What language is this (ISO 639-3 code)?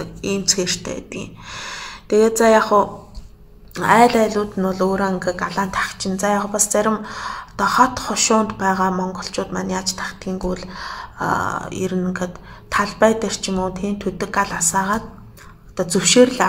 mon